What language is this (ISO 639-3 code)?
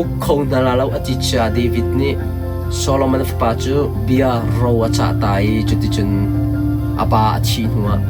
cnh